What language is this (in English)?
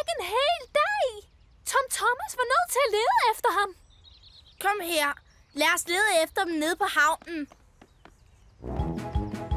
Danish